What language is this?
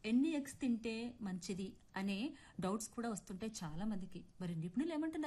Telugu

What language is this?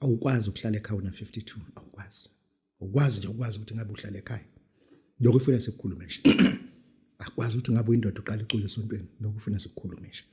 Zulu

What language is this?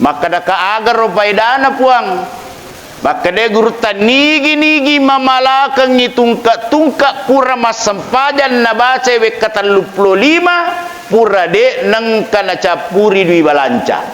Buginese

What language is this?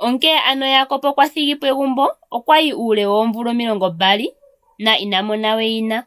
Ndonga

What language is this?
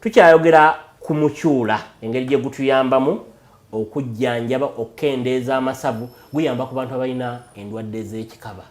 Ganda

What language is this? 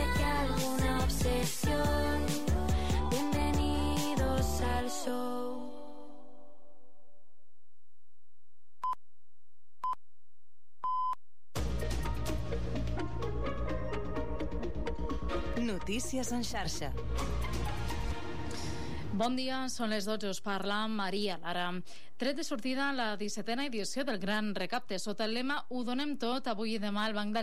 Catalan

